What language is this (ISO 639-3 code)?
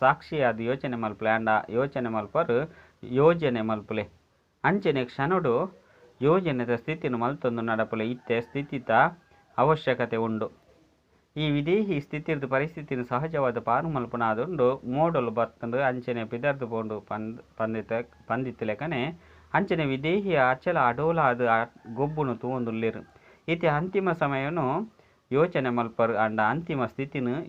tcy